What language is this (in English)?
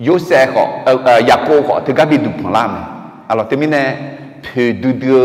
Akha